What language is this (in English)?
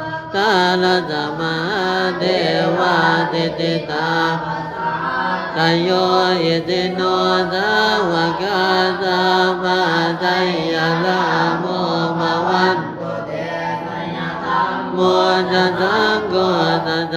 Pali